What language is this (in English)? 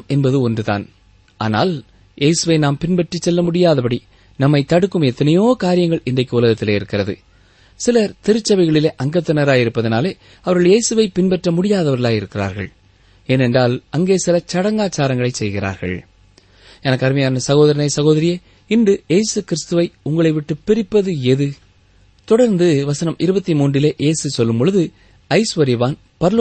Tamil